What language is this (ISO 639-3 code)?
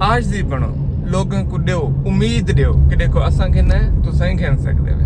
skr